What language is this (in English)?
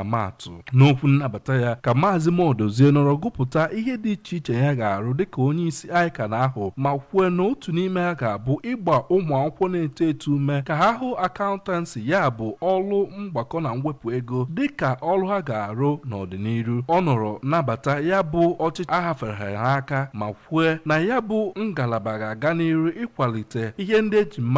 Igbo